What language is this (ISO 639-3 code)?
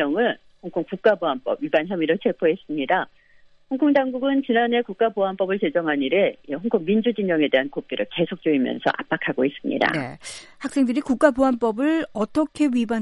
kor